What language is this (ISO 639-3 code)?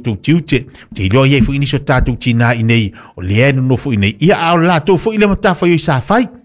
smo